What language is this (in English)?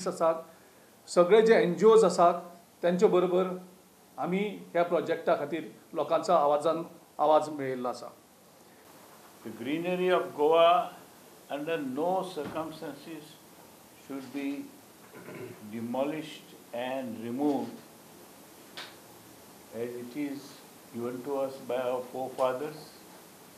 Konkani